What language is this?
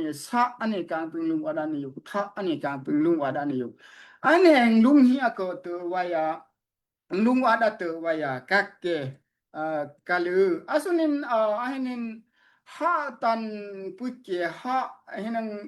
Daai Chin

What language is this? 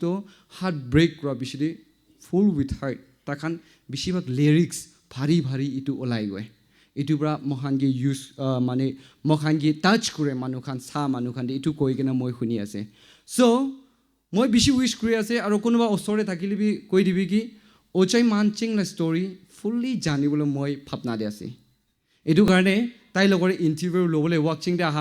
Naga Pidgin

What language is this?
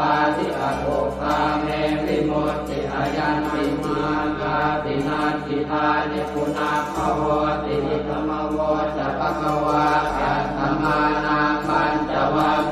Pali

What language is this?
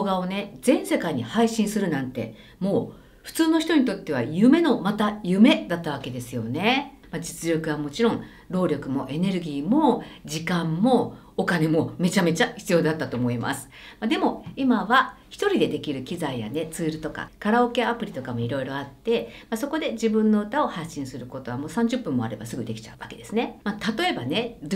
Japanese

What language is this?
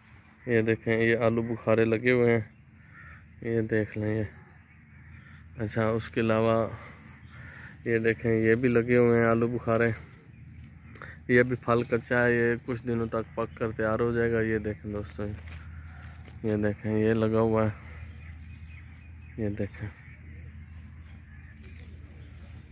Hindi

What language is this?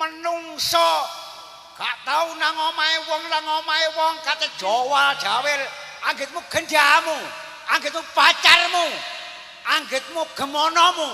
Javanese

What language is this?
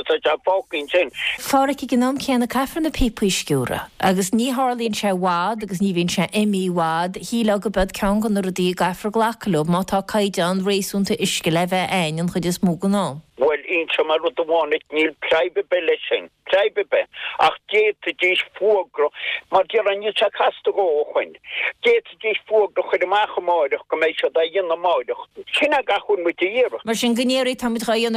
Irish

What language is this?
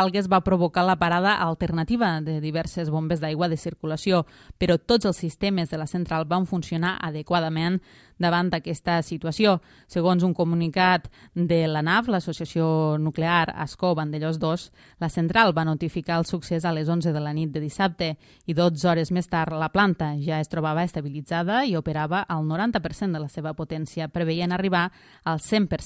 Catalan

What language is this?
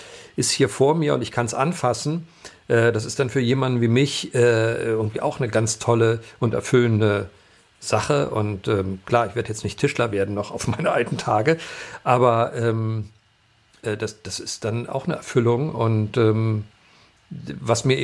German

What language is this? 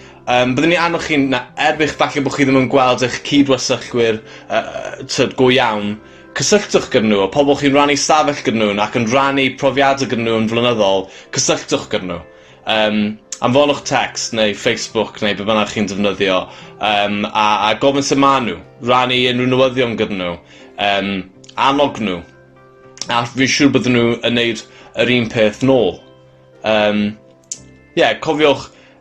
Welsh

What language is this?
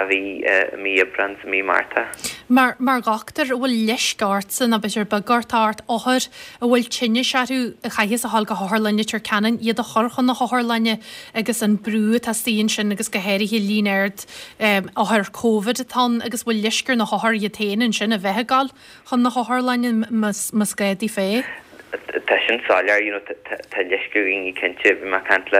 Irish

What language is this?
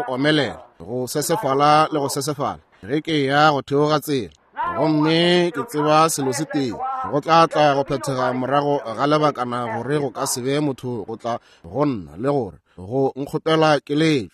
Northern Sotho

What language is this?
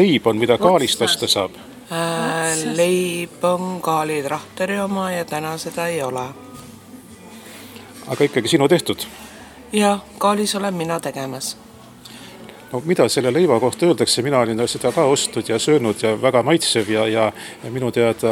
Estonian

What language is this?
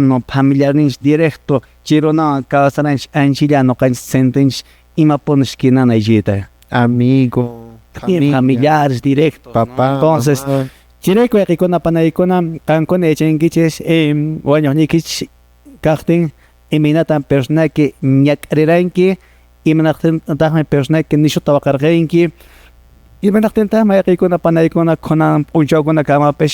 Quechua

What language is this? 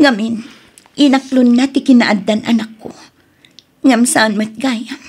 Iloko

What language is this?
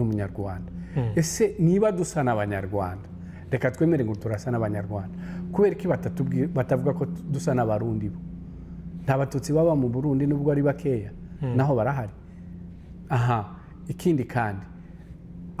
Kinyarwanda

